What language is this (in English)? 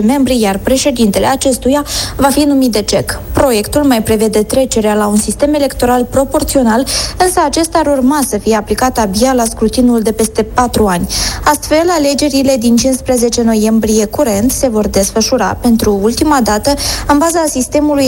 Romanian